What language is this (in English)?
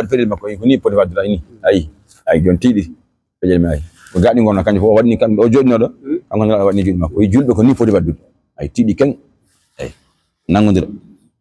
Fula